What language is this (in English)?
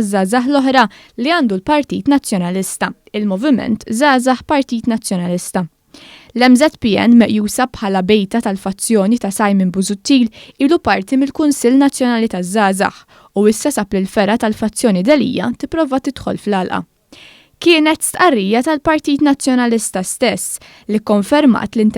Maltese